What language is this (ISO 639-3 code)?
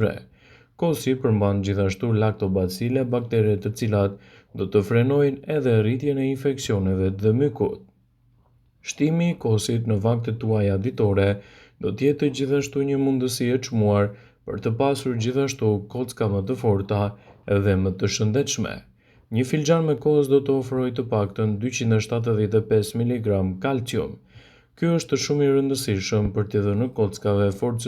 sqi